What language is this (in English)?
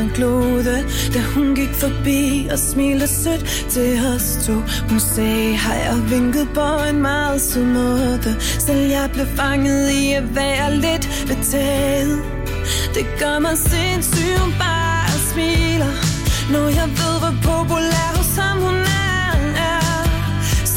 Danish